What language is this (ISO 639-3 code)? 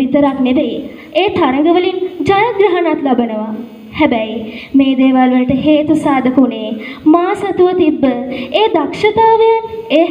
sin